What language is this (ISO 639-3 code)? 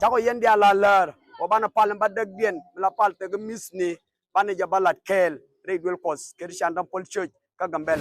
nus